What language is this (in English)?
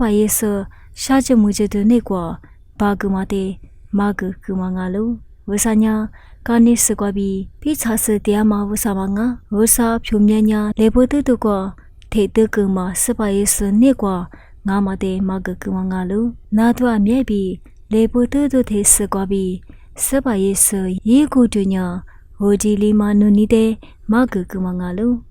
Lisu